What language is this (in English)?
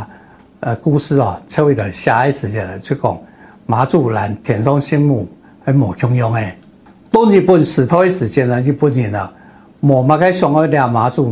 Min Nan Chinese